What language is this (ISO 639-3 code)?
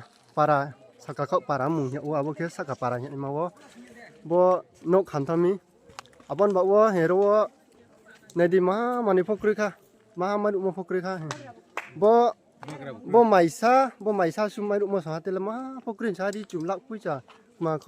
ria